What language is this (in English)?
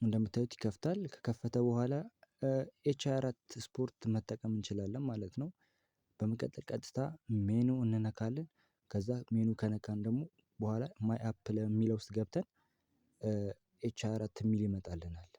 Amharic